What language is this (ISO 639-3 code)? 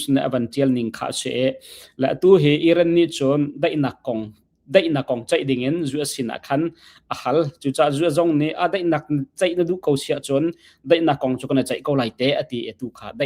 cnh